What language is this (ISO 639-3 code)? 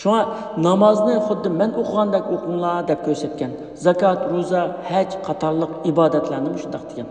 uig